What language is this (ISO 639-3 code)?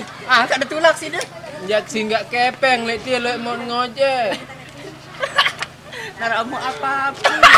sas